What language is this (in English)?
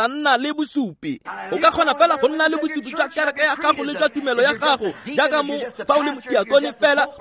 Tswana